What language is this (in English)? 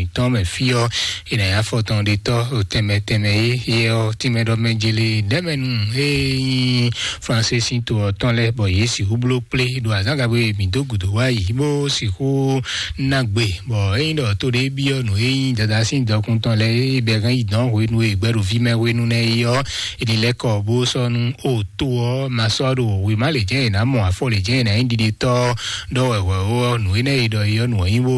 Fon